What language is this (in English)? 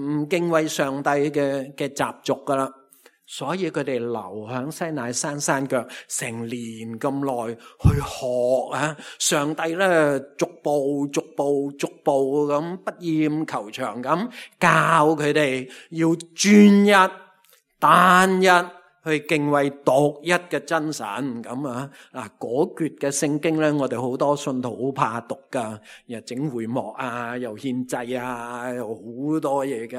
Cantonese